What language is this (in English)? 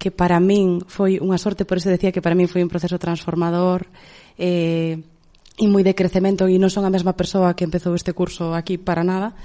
Galician